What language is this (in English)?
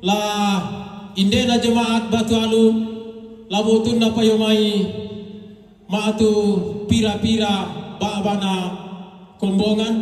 Toraja-Sa'dan